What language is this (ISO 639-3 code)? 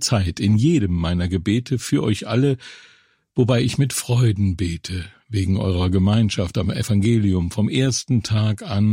deu